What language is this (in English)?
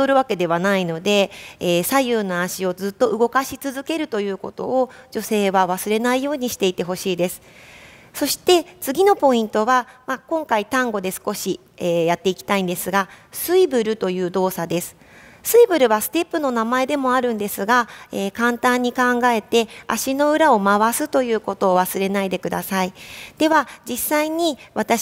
Japanese